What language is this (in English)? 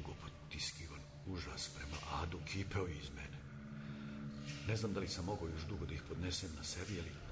Serbian